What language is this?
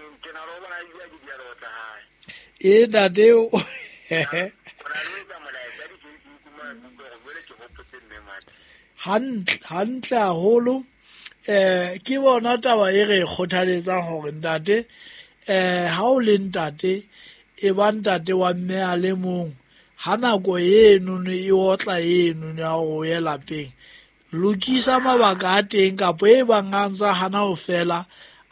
Southern Sotho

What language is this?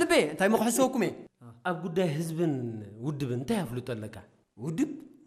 Tigrinya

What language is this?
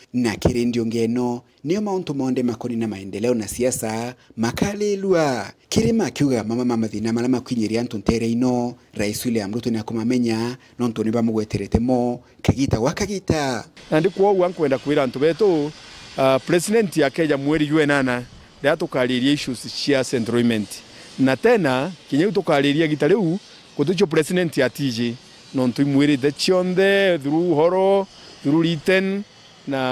Meru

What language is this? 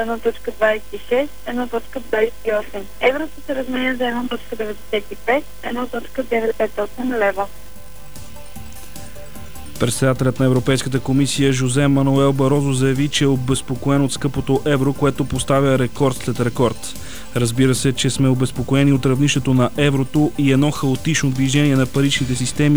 Bulgarian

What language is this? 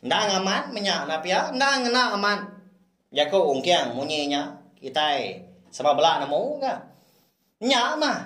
Iban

